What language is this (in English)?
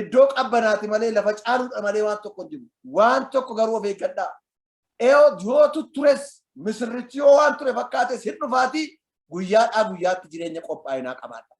Oromo